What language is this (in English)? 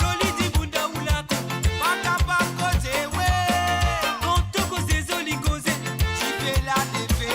Morisyen